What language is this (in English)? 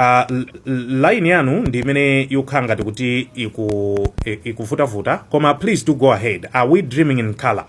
Nyanja